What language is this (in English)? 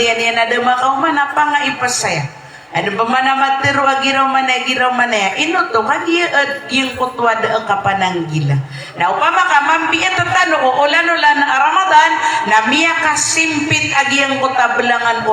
Maranao